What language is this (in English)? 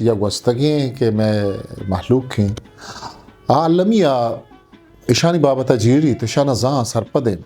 Eastern Balochi